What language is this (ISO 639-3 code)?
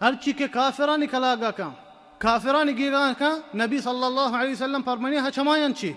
bal